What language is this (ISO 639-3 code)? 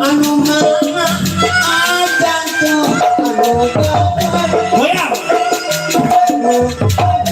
bew